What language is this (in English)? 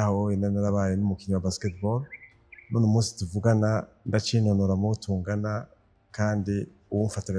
Rundi